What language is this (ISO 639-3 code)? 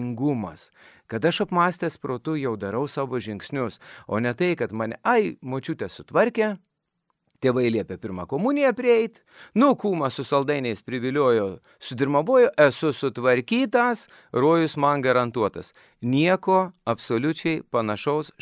lit